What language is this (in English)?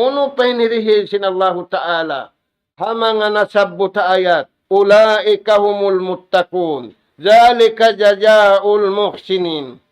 Tausug